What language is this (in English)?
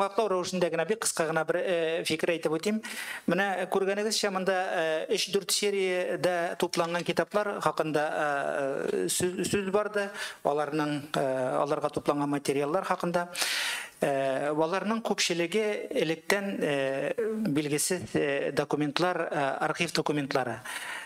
Tatar